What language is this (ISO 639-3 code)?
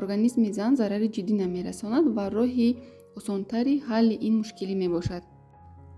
tgk